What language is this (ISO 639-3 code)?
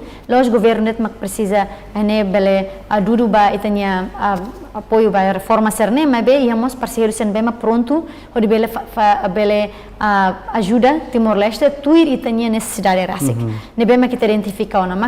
tet